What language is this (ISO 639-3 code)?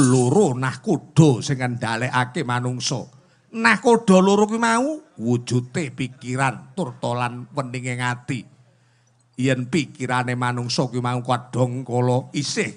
jav